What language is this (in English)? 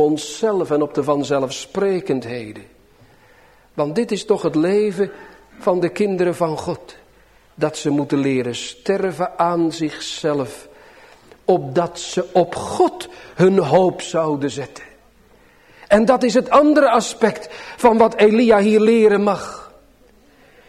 Dutch